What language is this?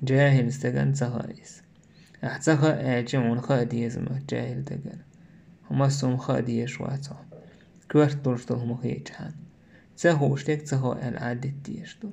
Chechen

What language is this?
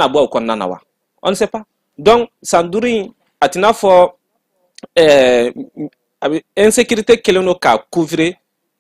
Bambara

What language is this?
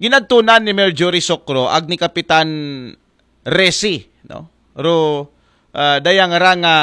Aklanon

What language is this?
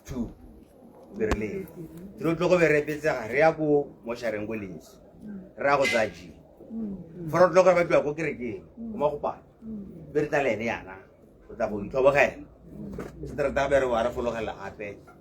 Tswana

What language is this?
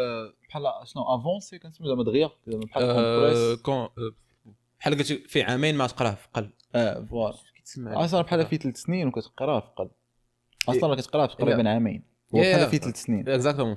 Moroccan Arabic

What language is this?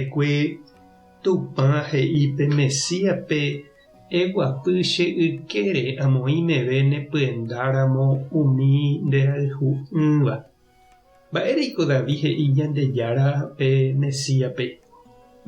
Guarani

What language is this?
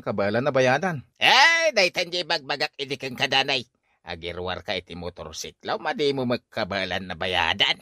Iloko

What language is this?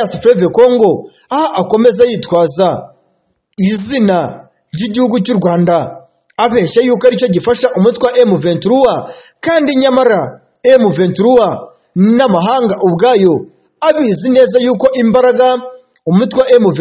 Kinyarwanda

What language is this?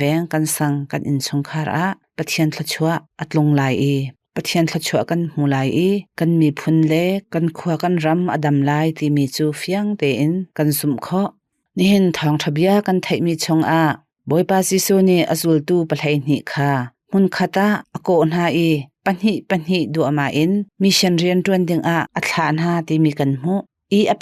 Hakha Chin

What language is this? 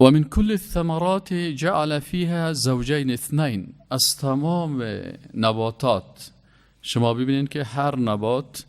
Persian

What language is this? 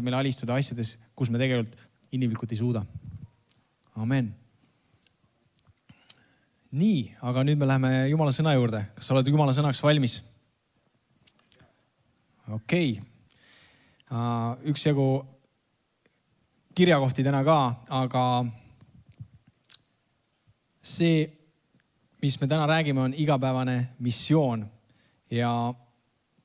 Estonian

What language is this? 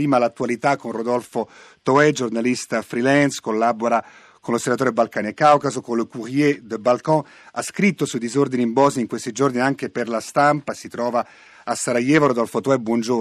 Italian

